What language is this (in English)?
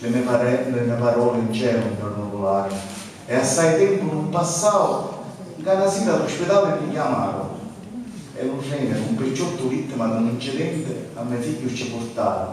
Sicilian